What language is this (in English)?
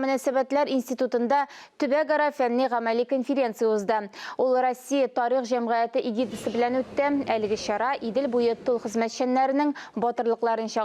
Tatar